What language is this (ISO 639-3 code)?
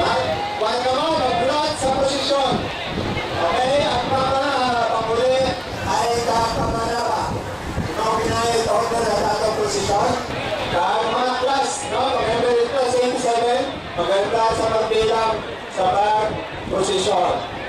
bno